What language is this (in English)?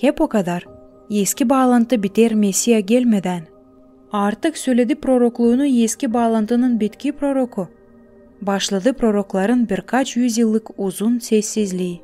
Gagauz